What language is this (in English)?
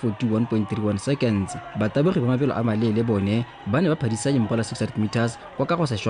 Tswana